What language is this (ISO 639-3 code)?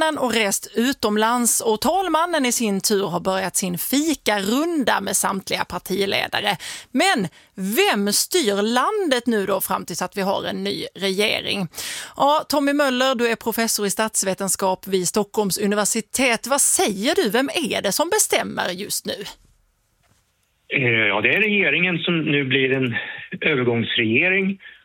swe